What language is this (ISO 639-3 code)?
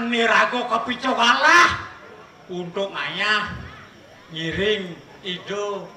ban